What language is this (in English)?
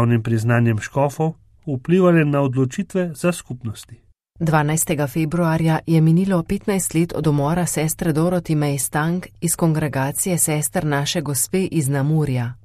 Slovenian